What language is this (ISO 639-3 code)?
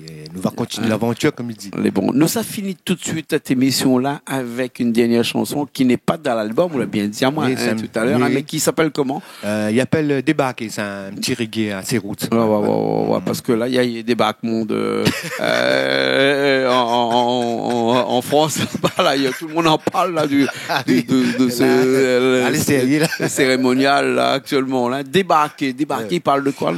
rcf